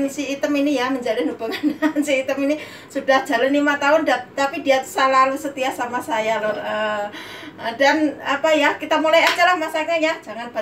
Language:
Indonesian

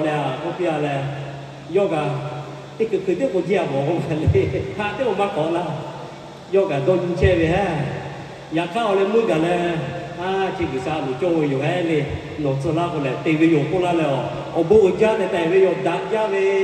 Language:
Lahu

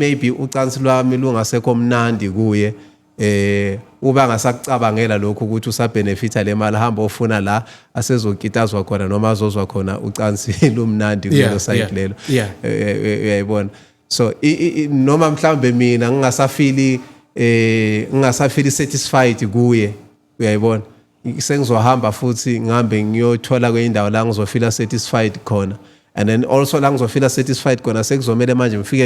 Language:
Zulu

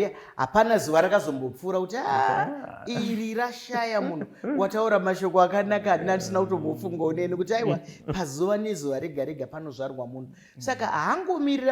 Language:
Shona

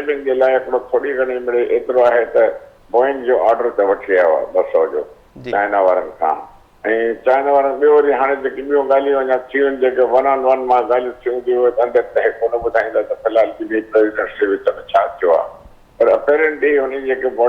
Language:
Sindhi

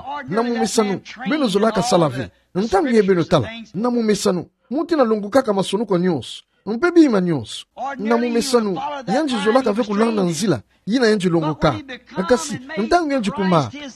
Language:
Kituba (Democratic Republic of Congo)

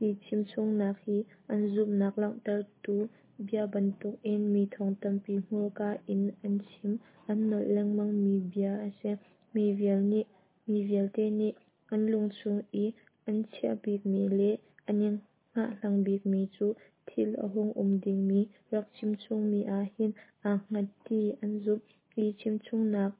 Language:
Hakha Chin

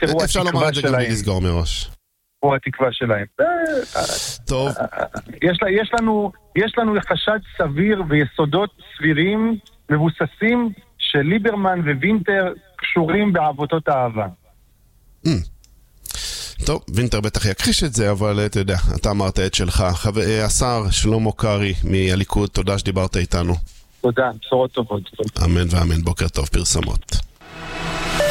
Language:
Hebrew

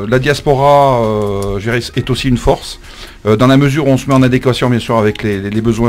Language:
French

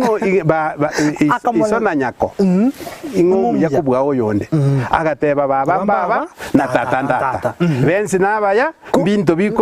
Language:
Gusii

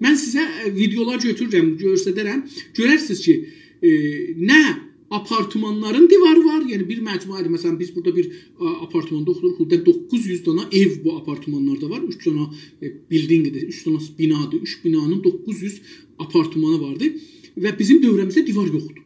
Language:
South Azerbaijani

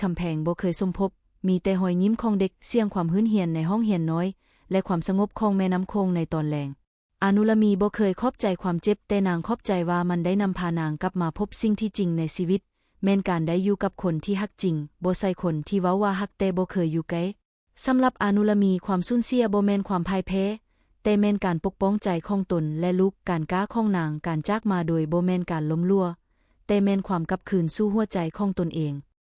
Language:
Lao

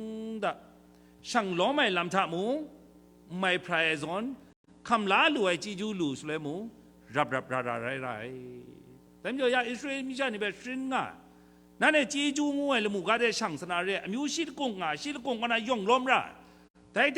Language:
Kachin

